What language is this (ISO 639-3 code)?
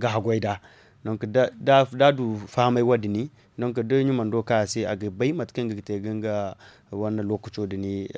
dje